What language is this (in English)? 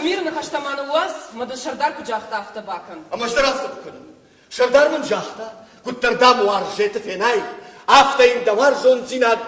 Ossetic